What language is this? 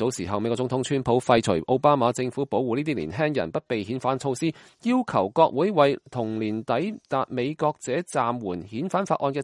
Cantonese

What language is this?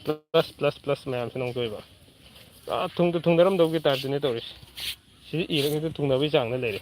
Manipuri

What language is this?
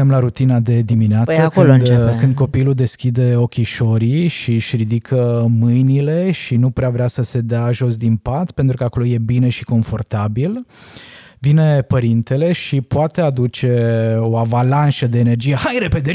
Romanian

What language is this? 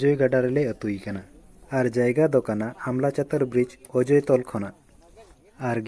Santali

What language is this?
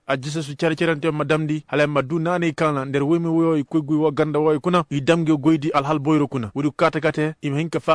Koyraboro Senni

